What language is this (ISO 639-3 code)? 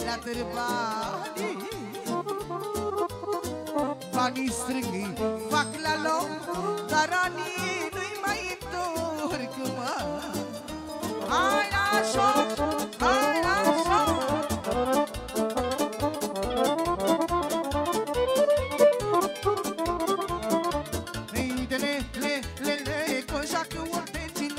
ron